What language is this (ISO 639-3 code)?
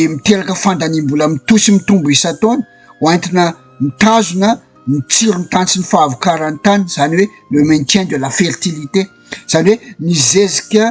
mlg